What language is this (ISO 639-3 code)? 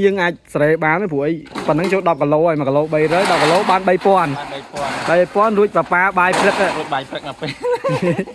khm